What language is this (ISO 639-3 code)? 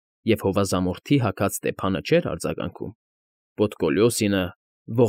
hye